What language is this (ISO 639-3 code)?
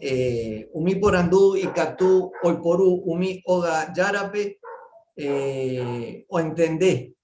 grn